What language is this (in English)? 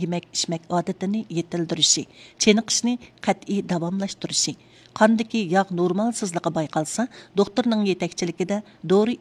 Uyghur